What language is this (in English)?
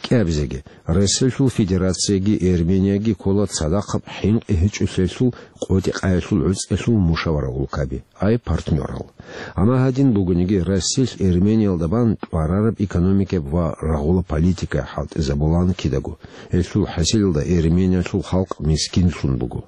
Avaric